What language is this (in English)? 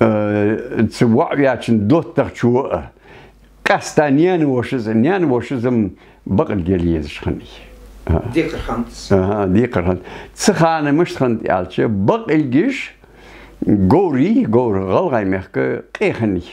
Ingush